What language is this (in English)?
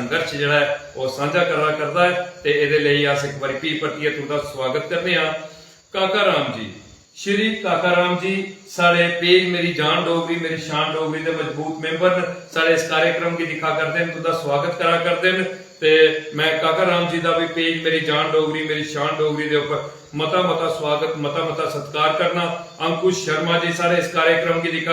Dogri